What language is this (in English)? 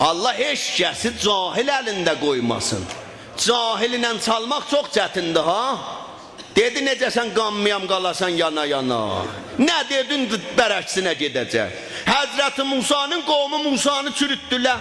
South Azerbaijani